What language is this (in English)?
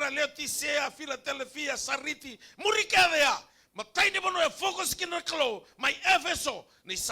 Fijian